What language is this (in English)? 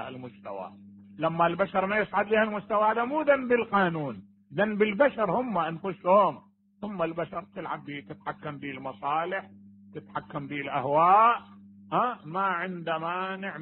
Mesopotamian Arabic